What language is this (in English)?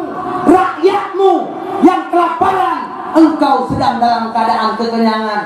Achinese